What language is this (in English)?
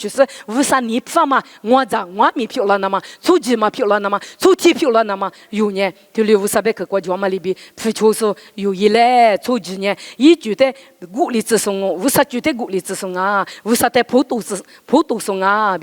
Lisu